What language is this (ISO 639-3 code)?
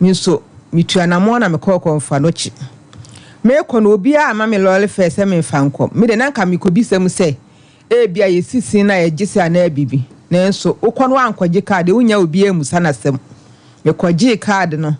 aka